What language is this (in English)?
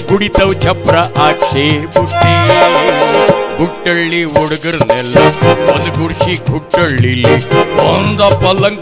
Kannada